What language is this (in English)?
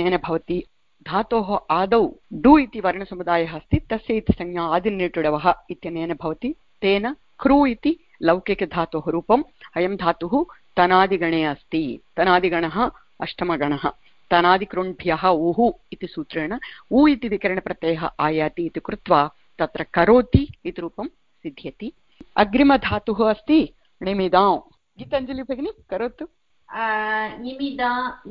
Sanskrit